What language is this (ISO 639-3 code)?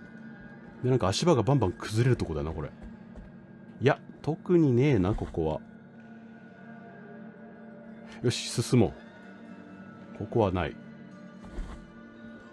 jpn